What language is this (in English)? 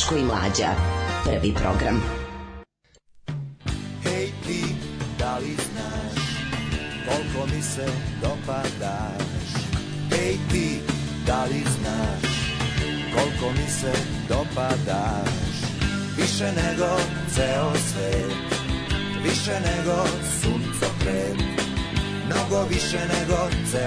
Serbian